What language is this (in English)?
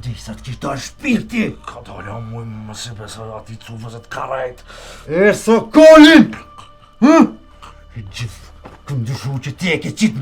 Albanian